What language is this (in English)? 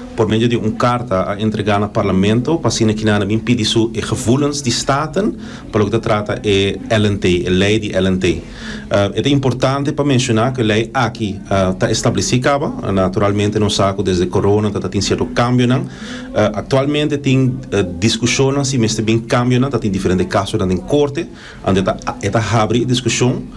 Papiamento